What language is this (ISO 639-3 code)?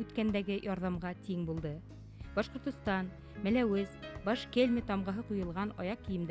bak